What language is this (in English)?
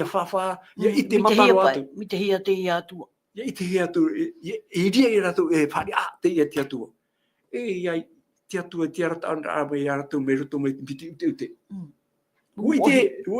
Tahitian